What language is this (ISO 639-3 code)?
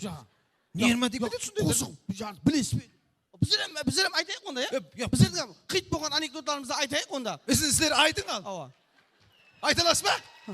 kaa